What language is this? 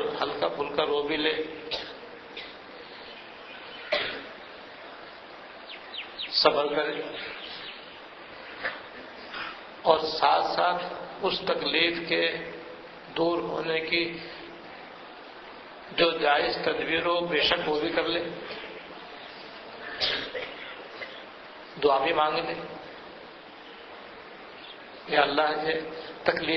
Urdu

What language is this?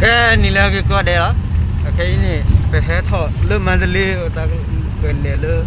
S'gaw Karen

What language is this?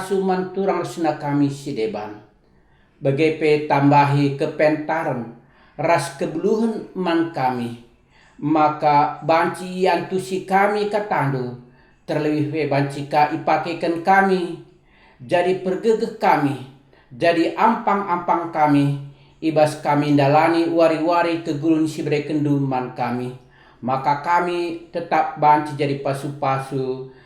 Batak Karo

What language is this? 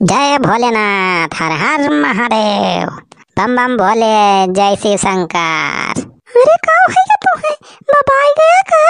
Awadhi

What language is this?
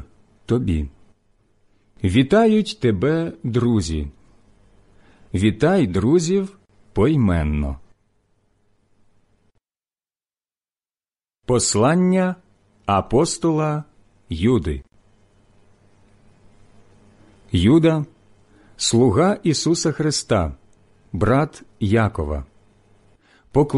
Ukrainian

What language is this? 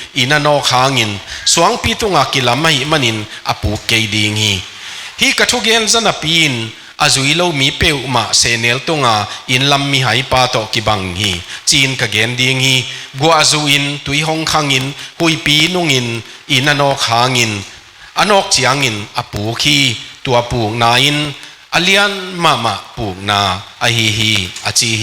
Tedim Chin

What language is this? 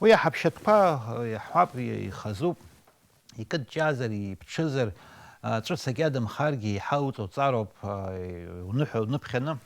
Abkhazian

